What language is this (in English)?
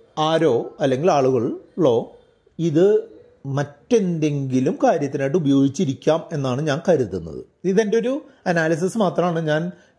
Malayalam